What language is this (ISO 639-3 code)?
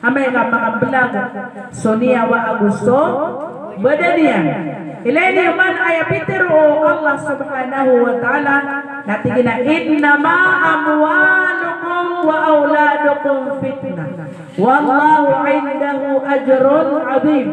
mrw